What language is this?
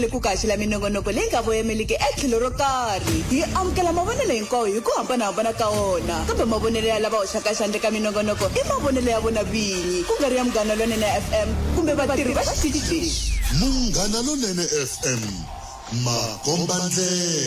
Tsonga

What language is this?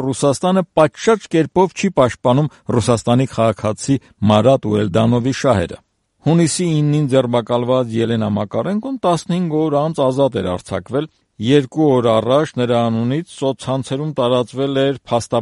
Armenian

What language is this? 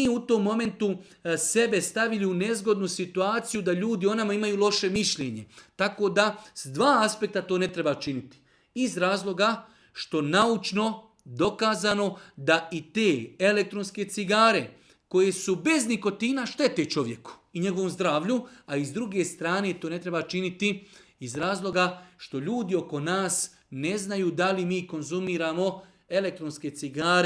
Serbian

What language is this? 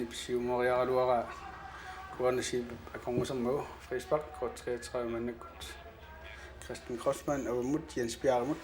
Kalaallisut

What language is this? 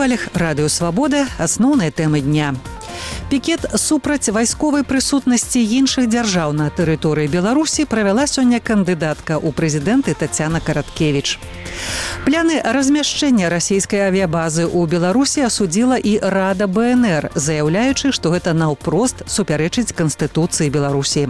Belarusian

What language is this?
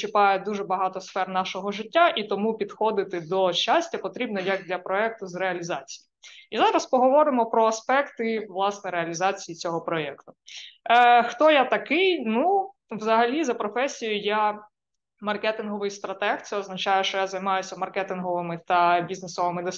Ukrainian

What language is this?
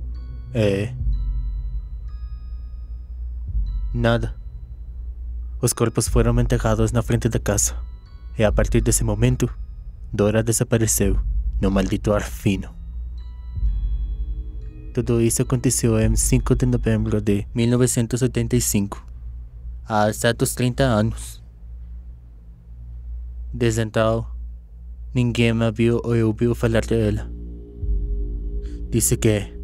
Portuguese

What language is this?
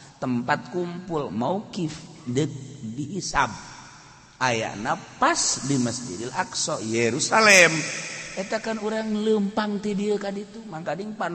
Sundanese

